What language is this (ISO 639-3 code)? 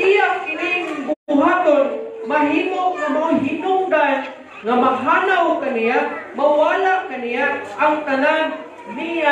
ceb